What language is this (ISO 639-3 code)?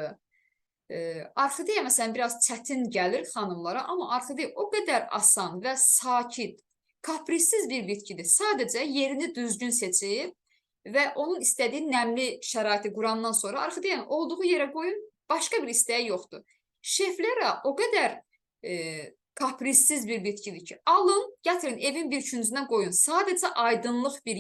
aze